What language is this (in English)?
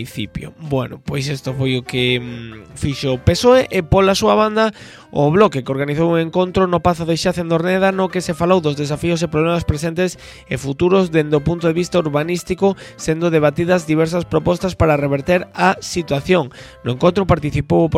Galician